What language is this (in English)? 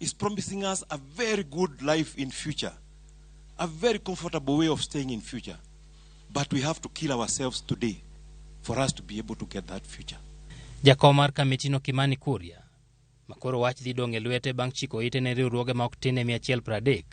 Luo (Kenya and Tanzania)